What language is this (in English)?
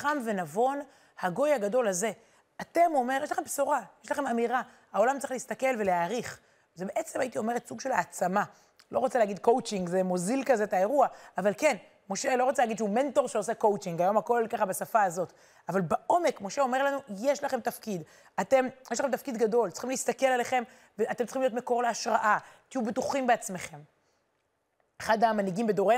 Hebrew